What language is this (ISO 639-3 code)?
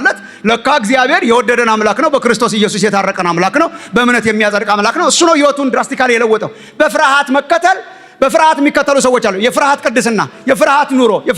amh